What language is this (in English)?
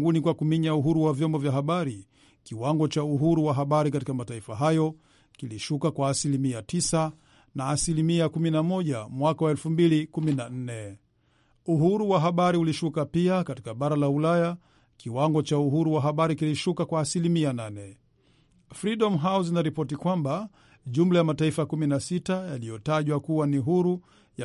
Swahili